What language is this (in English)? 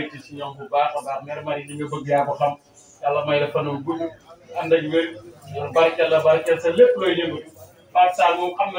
Wolof